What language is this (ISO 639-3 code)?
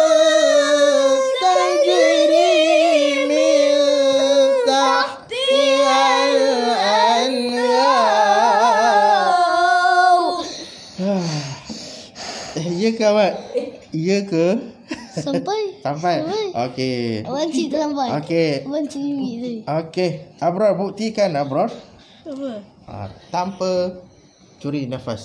msa